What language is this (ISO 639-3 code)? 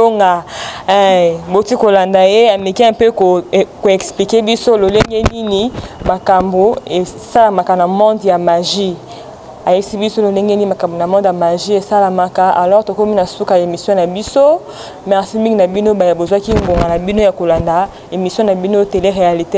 lin